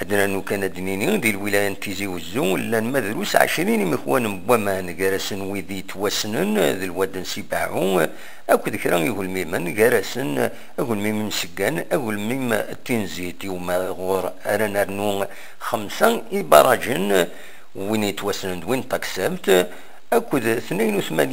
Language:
Kabyle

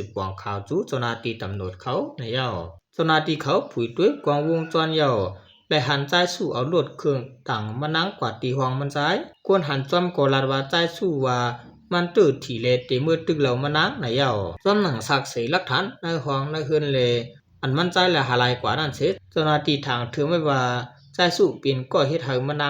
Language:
Shan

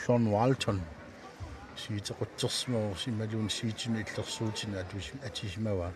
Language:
Kalaallisut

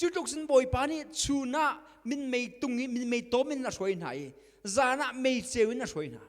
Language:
Hakha Chin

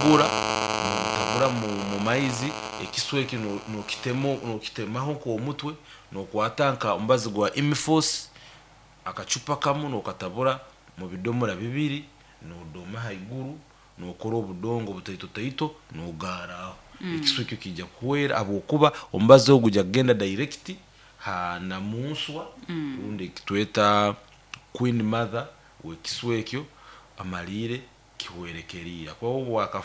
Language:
Nyoro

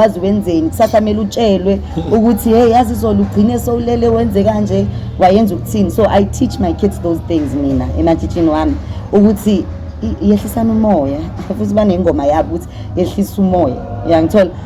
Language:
Zulu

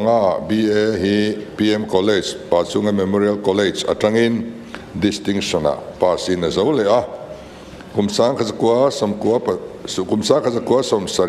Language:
Mizo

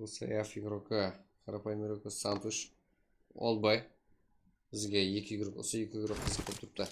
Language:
Kara-Kalpak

